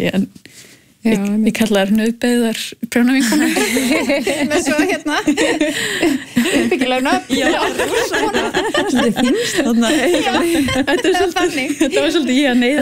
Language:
Icelandic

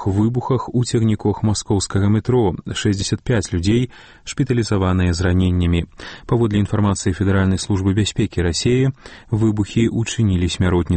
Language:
Belarusian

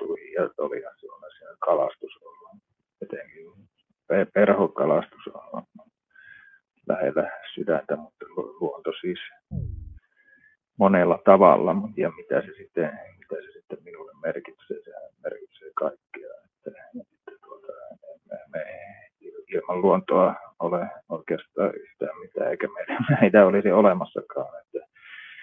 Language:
Finnish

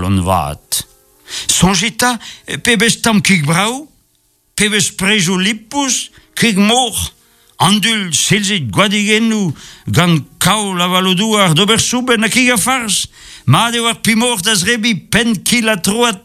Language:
Breton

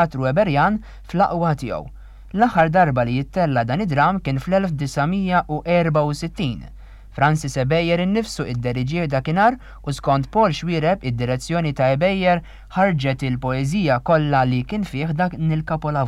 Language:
Maltese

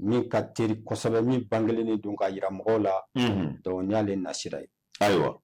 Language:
Bambara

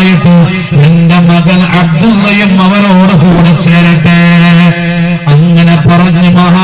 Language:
Malayalam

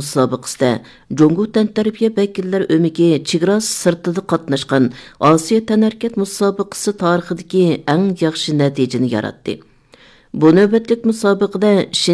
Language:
Uyghur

